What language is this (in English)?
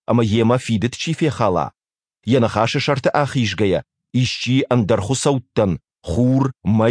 Ossetic